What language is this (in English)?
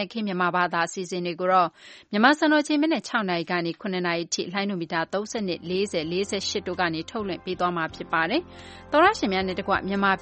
Burmese